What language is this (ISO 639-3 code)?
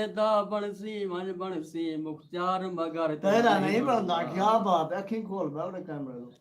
skr